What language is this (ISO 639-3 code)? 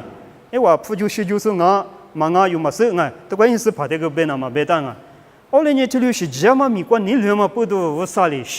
lis